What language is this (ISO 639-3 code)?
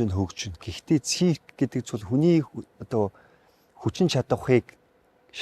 mon